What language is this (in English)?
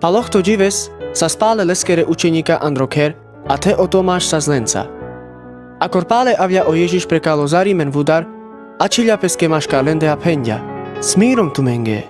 Carpathian Romani